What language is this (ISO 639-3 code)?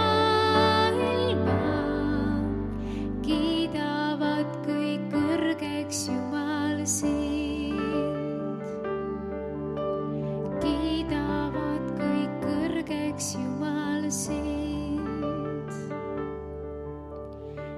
est